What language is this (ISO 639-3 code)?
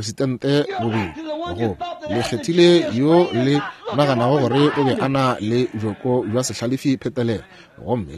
nso